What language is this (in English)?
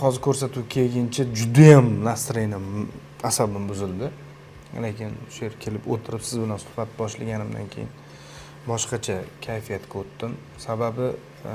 Uzbek